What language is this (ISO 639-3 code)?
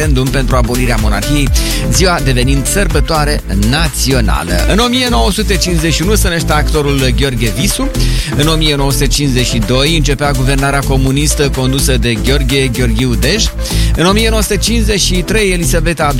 ron